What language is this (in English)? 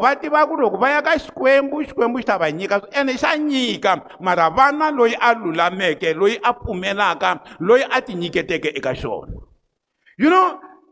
Tsonga